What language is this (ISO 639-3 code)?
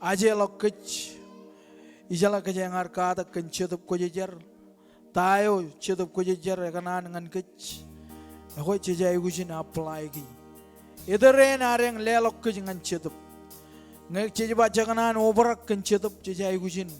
mah